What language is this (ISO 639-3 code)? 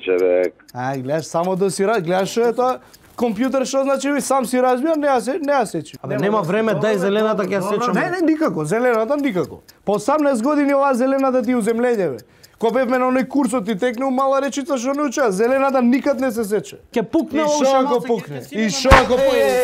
mkd